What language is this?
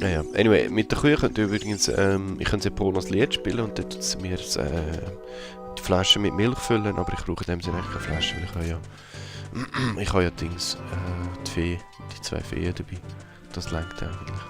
Swiss German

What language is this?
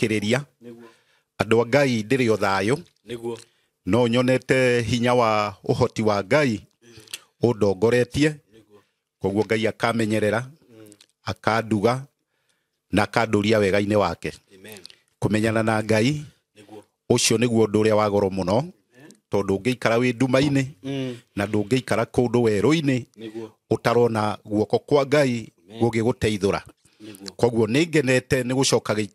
Kikuyu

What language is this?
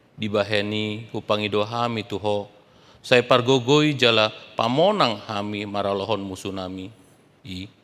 Batak Toba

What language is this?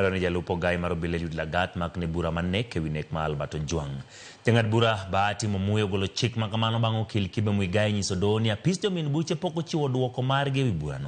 Luo (Kenya and Tanzania)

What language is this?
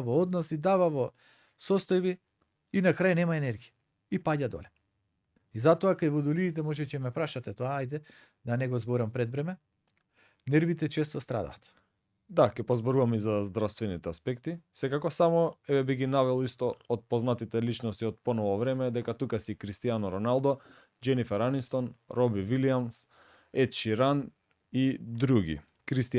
Macedonian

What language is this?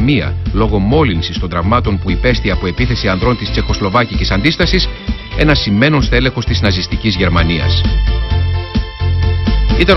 Greek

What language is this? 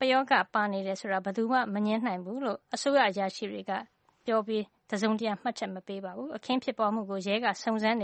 Burmese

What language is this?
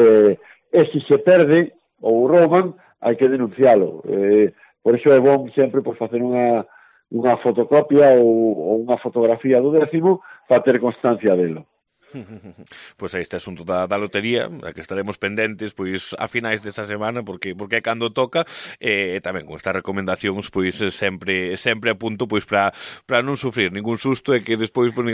Galician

